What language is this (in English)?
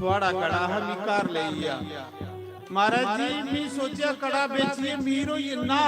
Dogri